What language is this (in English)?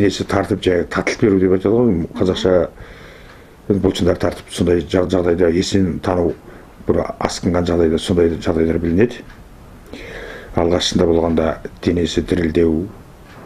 Kazakh